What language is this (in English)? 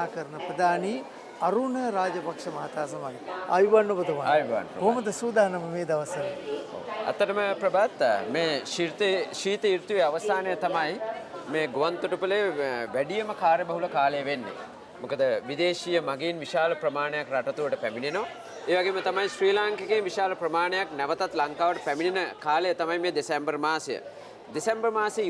Sinhala